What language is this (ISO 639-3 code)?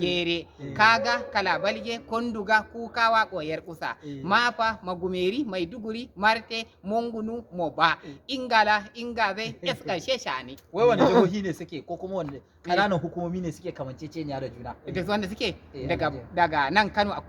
hau